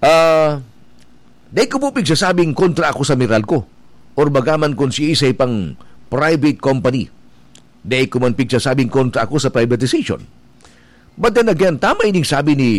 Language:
Bikol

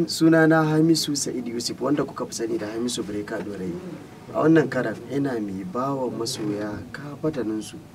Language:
Hausa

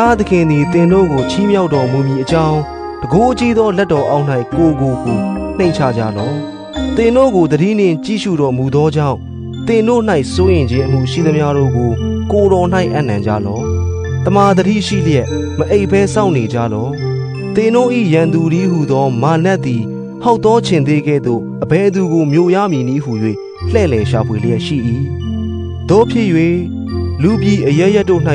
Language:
Burmese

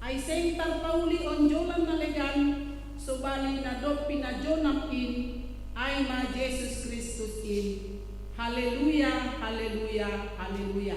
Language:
Batak Simalungun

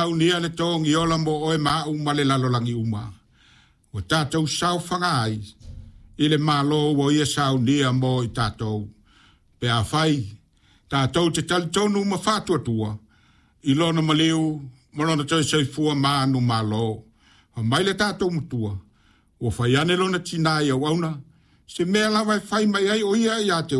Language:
Samoan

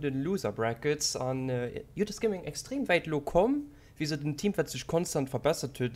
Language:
Luxembourgish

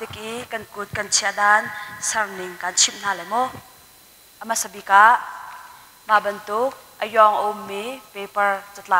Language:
Hakha Chin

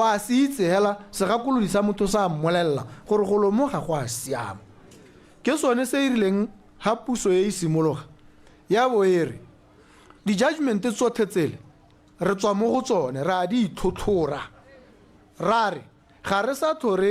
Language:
Tswana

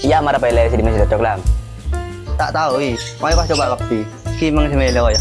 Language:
Madurese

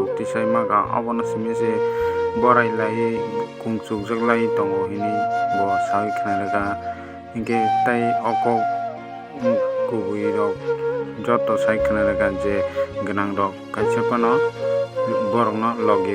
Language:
Kok Borok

